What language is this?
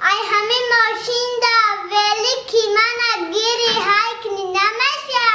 Tajik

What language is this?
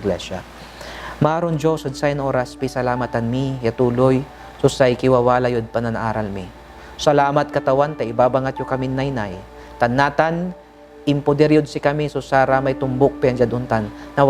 Pangasinan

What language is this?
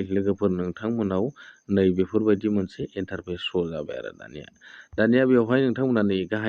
Bodo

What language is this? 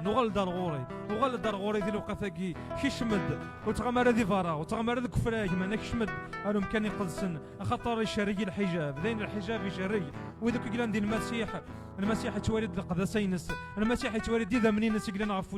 Kabyle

